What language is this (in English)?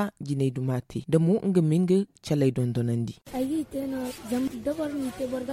Zarma